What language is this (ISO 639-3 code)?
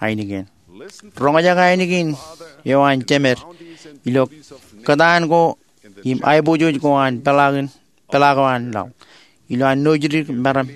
mah